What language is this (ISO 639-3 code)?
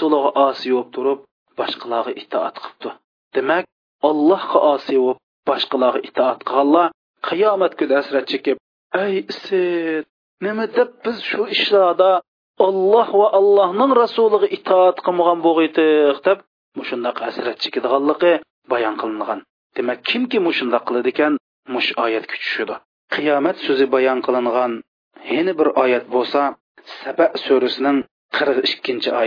uig